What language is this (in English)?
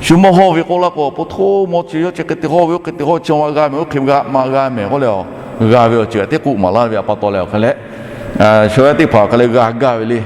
Lahu